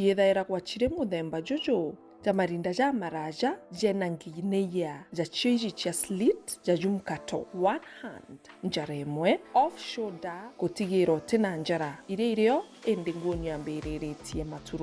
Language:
Meru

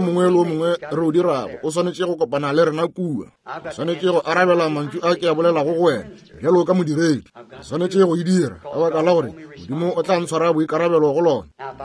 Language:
Northern Sotho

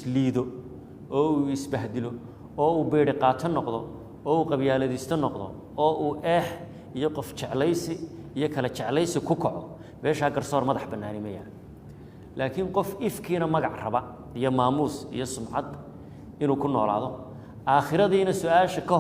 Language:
Somali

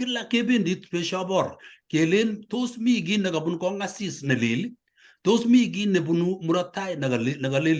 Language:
Kalenjin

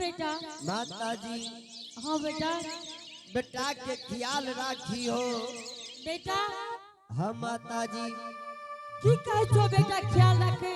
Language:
Angika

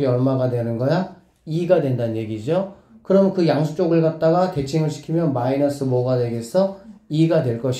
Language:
Korean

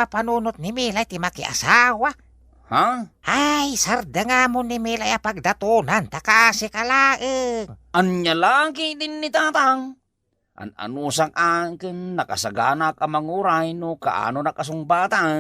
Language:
Iloko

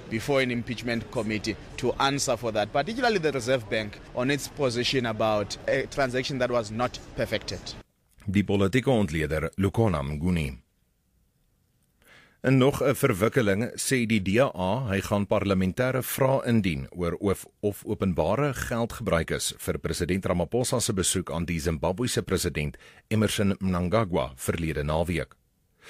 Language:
Afrikaans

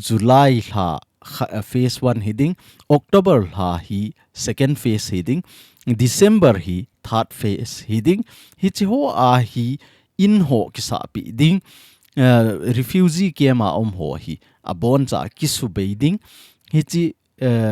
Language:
Thado Chin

